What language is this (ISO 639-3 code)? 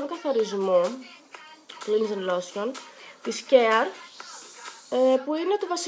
ell